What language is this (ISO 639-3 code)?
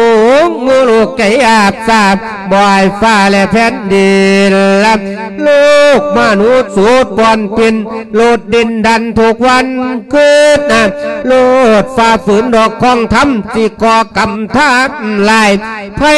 lao